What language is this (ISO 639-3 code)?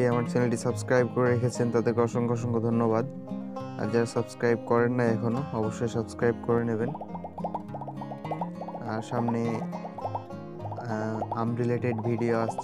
ben